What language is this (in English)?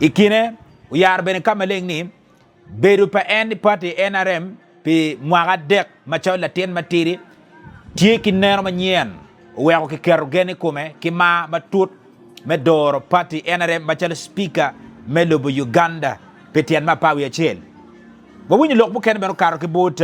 Acoli